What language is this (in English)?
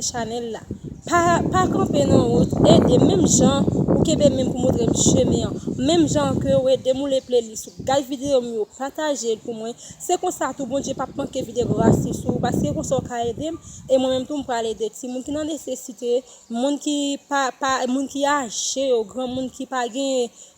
Haitian Creole